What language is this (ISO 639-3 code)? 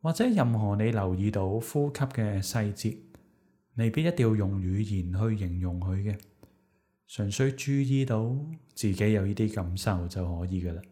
yue